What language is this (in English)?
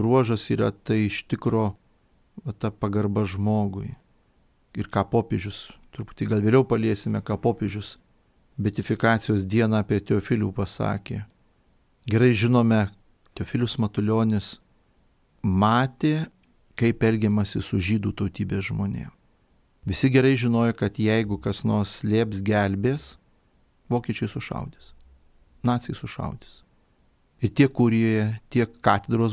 Lithuanian